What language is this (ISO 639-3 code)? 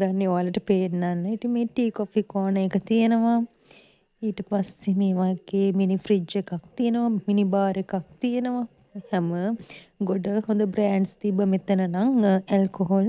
sin